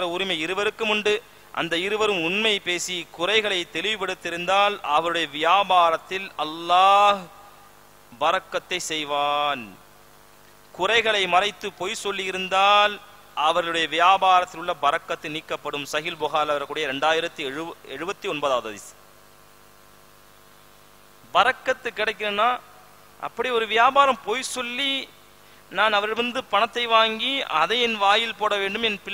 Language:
Tamil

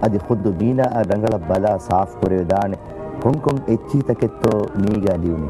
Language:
Divehi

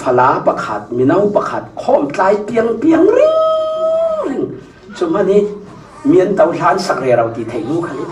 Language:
Falam Chin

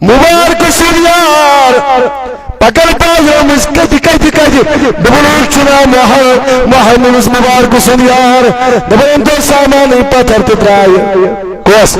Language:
Kashmiri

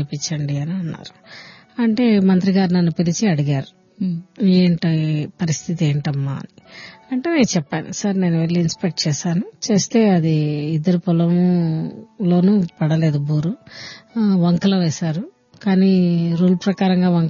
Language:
Telugu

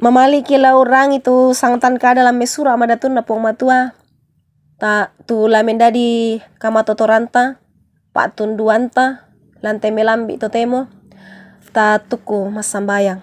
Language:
Toraja-Sa'dan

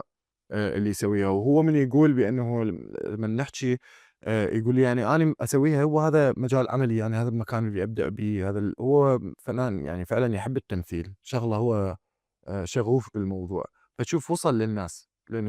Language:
Mesopotamian Arabic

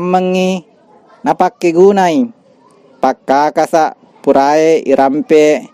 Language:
Buginese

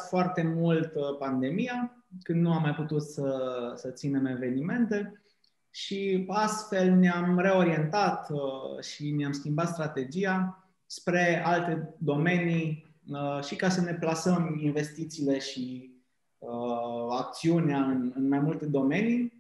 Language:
Romanian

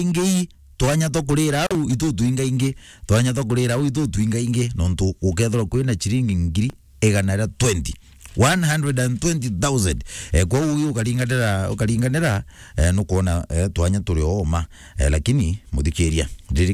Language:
Meru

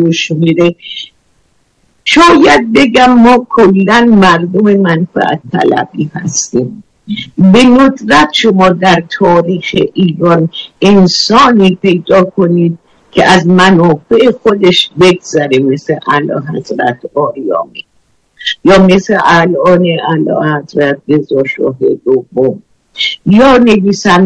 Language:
Persian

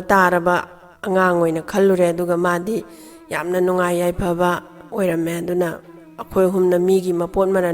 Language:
Manipuri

